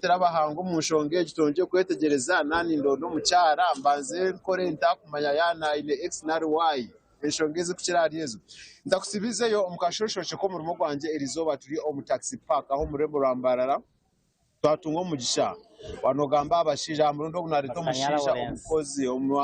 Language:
Nyankole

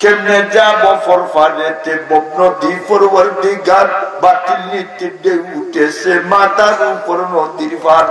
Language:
Sylheti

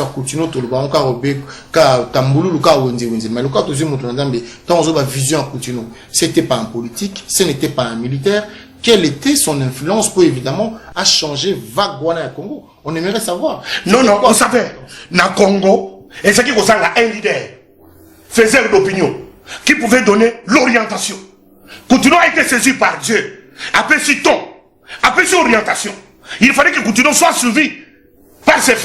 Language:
Lingala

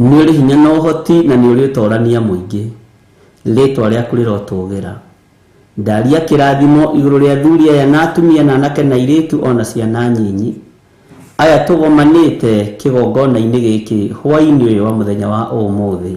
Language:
Kikuyu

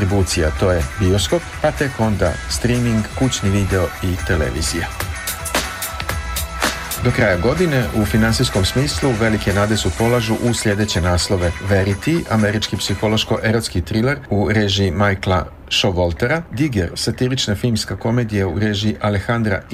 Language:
Serbian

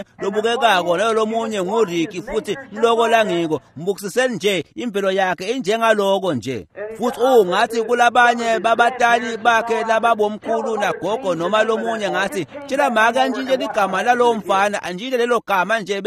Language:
Swati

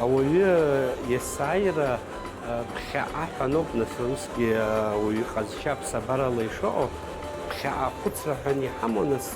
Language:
Abkhazian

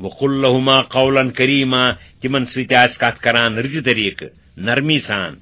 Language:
Kashmiri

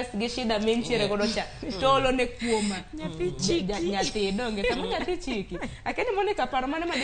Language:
Luo (Kenya and Tanzania)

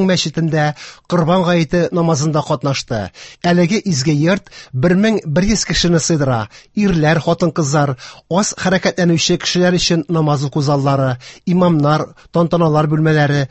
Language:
Tatar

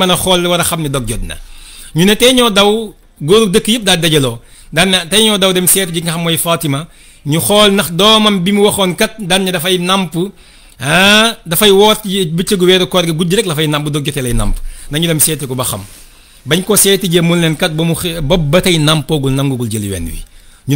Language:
Wolof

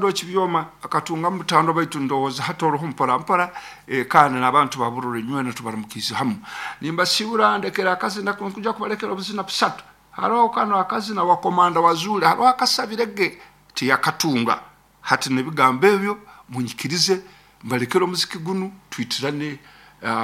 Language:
Nyoro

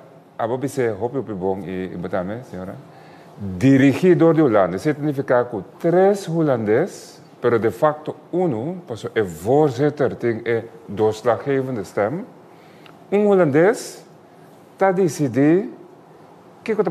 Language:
Papiamento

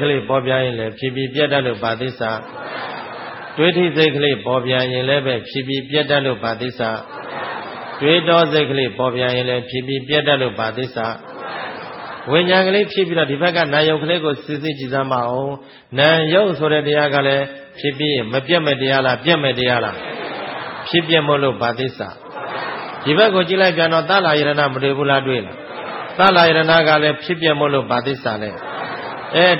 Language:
Burmese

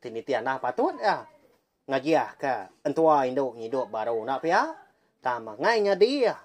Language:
Iban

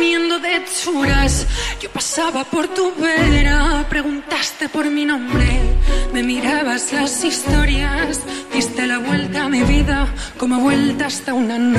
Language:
Catalan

